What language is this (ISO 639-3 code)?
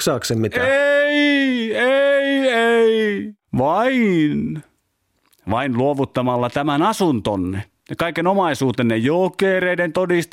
fin